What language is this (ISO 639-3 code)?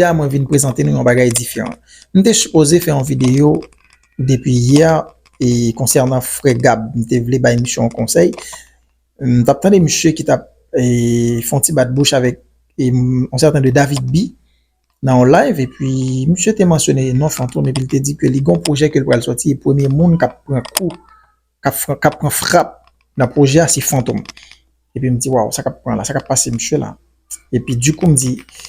hat